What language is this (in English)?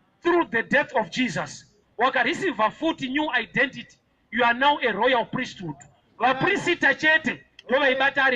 Shona